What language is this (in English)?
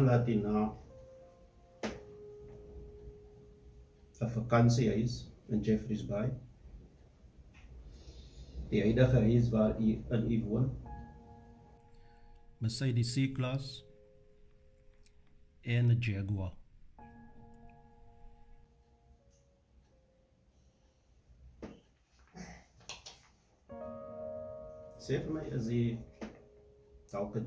Afrikaans